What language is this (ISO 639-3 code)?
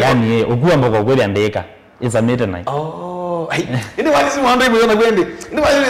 kam